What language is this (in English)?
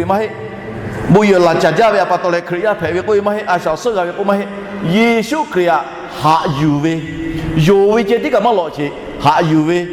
Lahu